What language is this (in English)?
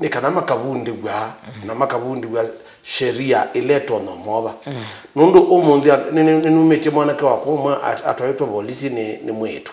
Kamba